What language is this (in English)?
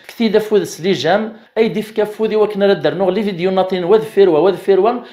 Kabyle